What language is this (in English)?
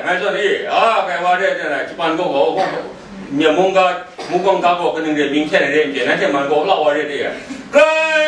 Kachin